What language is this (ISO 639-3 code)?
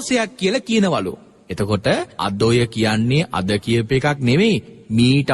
sin